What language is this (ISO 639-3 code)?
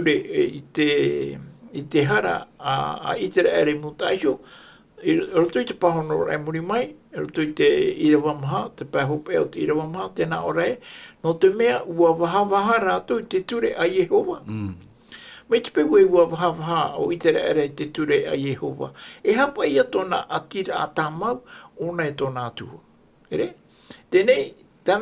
tah